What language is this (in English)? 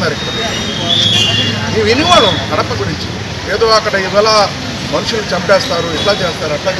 Telugu